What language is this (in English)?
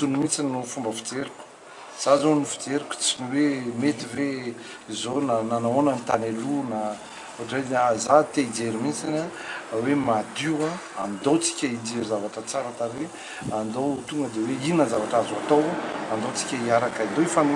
Malagasy